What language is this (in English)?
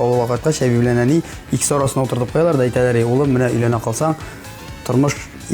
Tatar